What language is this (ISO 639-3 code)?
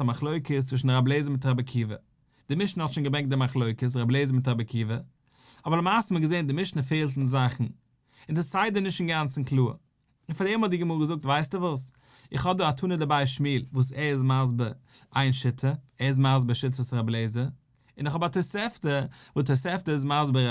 yid